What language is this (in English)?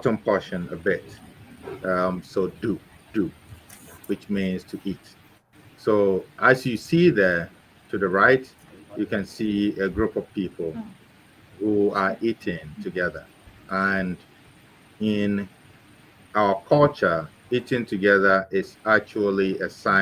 Ewe